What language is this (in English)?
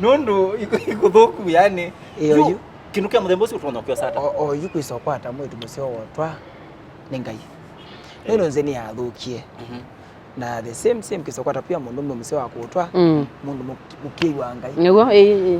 Kamba